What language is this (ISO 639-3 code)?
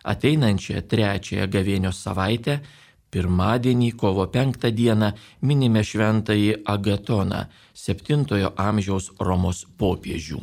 lit